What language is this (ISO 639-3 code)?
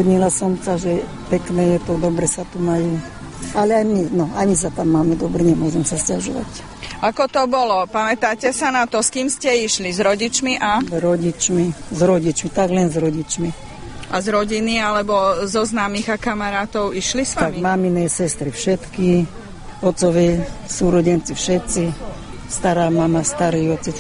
slk